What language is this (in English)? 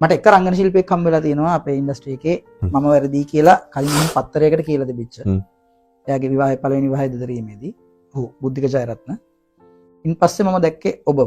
Sinhala